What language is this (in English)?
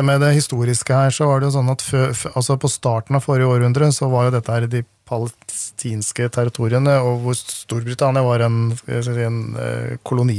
Norwegian